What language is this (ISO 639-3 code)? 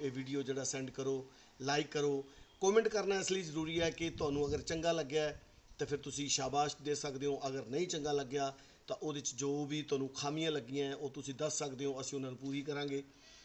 pan